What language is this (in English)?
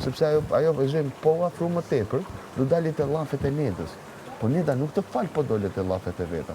Albanian